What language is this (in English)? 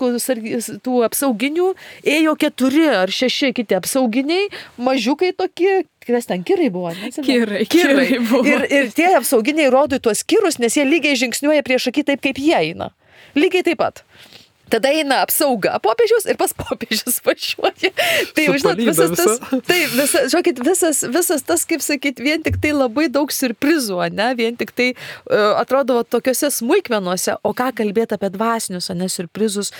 Lithuanian